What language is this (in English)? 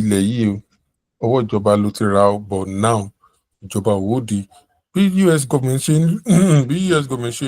Yoruba